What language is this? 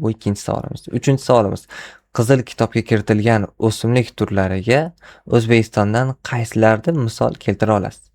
Uzbek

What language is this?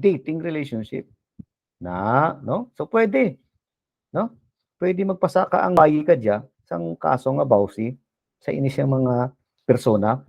Hiligaynon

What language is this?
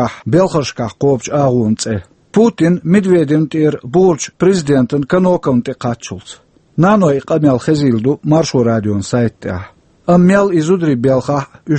Chechen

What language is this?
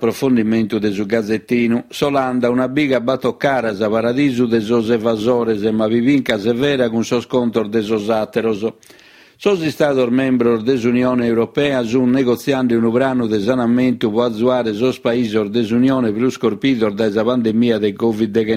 Sardinian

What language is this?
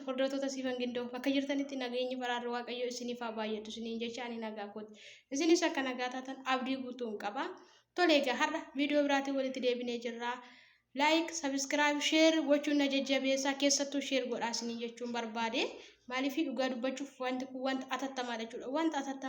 Oromo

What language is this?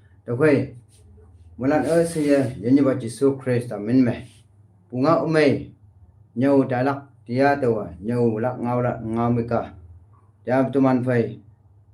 Konyak Naga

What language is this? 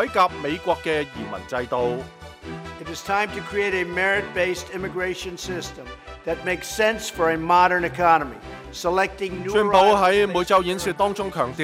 Cantonese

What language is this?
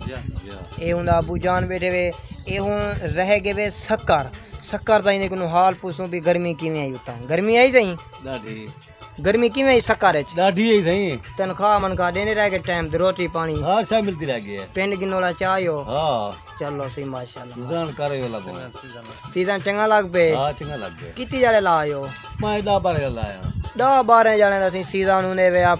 Saraiki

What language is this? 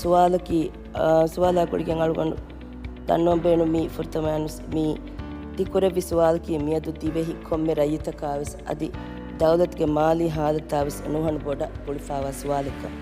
Divehi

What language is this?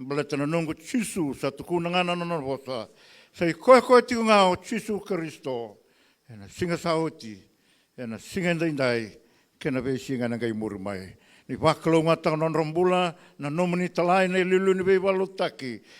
Fijian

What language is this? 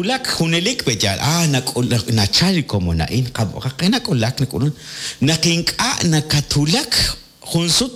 Kekchí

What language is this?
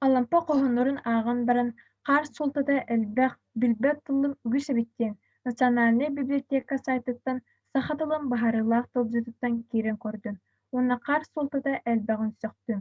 Yakut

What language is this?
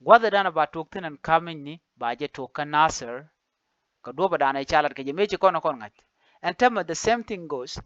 Nuer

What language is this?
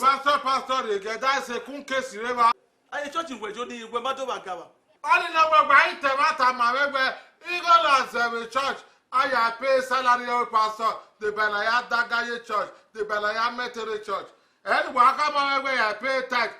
Bini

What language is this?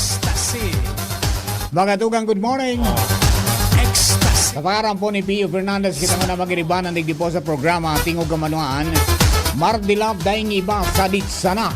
Bikol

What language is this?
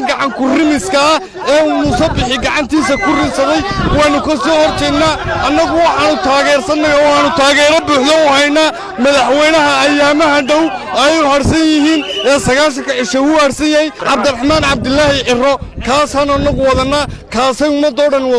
Somali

